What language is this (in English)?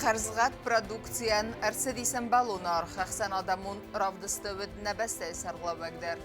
Ossetic